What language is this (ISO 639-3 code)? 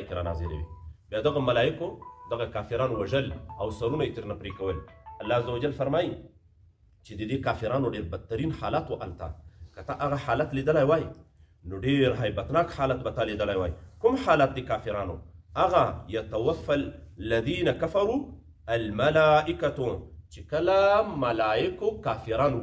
pus